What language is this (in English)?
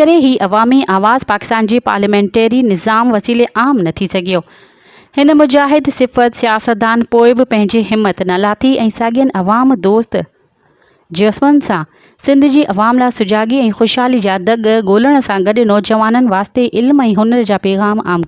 Sindhi